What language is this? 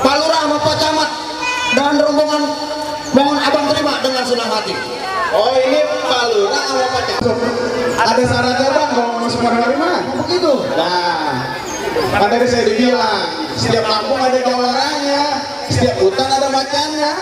Betawi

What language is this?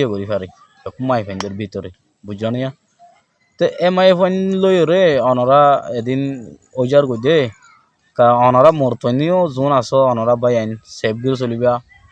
Rohingya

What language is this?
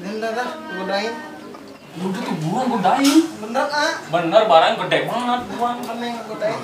Betawi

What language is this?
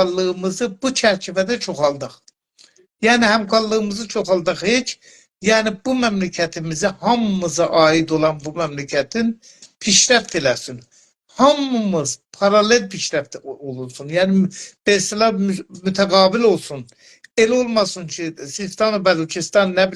South Azerbaijani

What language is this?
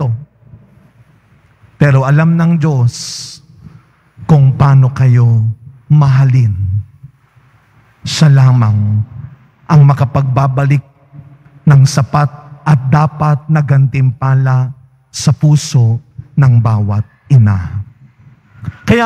Filipino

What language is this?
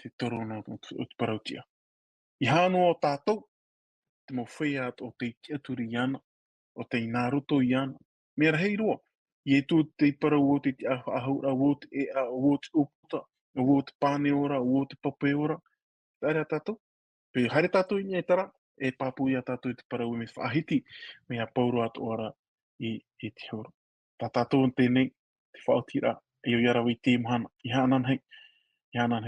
Tahitian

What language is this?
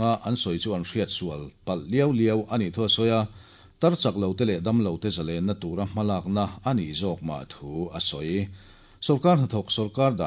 Mizo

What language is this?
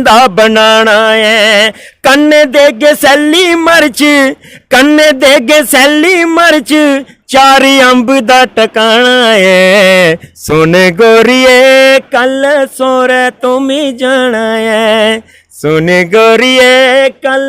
Dogri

